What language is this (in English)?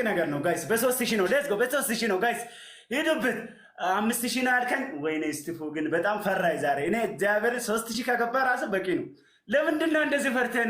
Amharic